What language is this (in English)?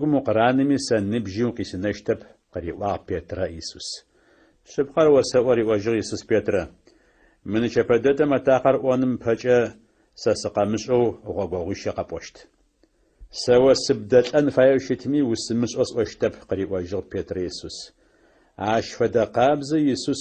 Adyghe